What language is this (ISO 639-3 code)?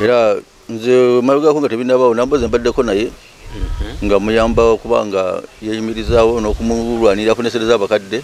lug